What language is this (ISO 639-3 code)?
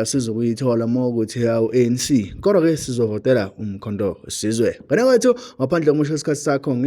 zul